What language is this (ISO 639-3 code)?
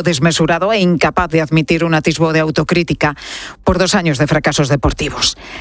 spa